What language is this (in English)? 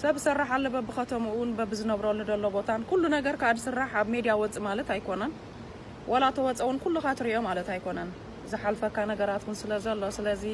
Tigrinya